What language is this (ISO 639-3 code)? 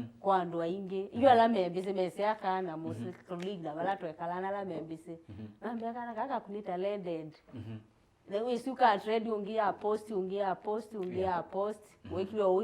kam